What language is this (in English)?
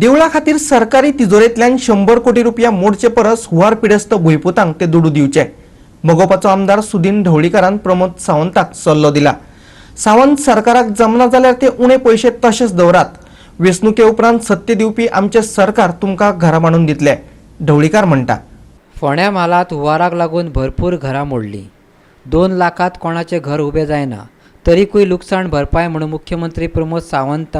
Konkani